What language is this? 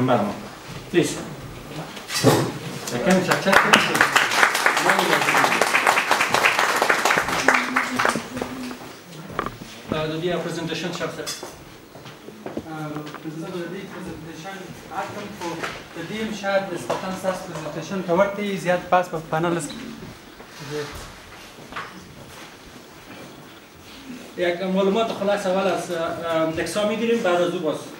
Persian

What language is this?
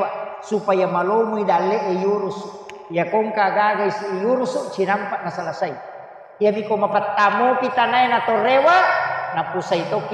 Buginese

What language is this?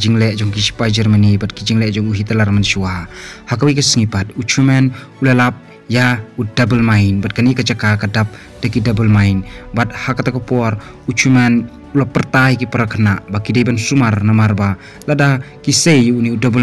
Khasi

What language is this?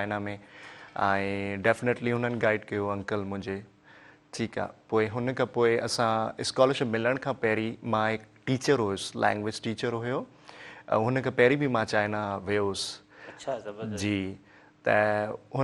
Sindhi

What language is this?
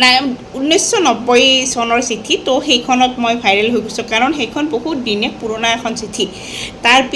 Assamese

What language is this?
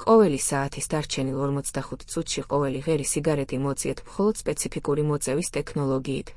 Georgian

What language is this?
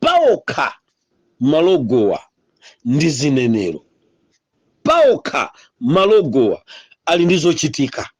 Nyanja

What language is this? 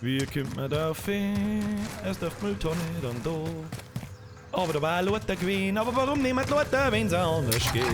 Bavarian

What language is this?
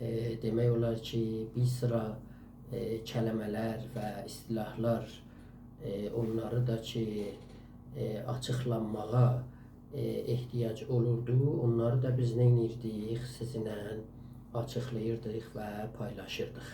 South Azerbaijani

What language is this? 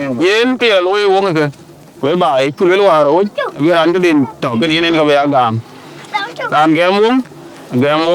Dinka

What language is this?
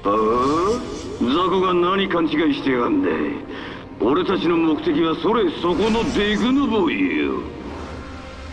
Japanese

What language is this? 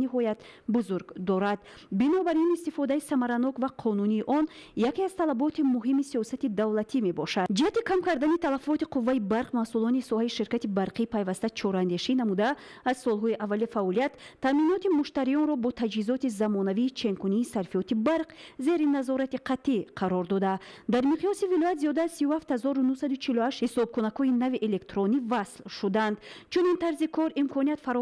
Tajik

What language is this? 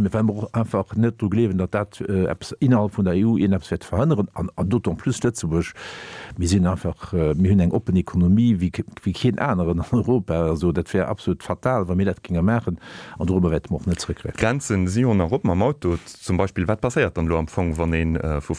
Luxembourgish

